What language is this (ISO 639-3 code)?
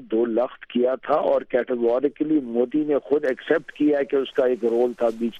urd